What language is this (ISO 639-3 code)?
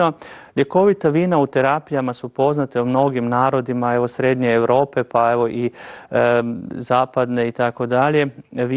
hrv